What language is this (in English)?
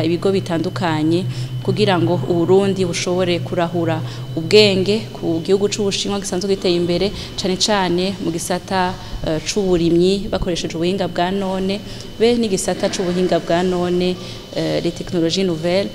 Rundi